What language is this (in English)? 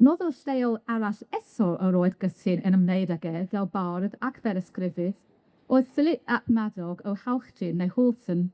Welsh